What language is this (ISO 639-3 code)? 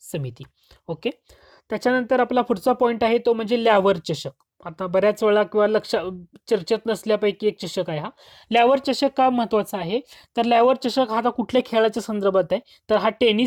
mar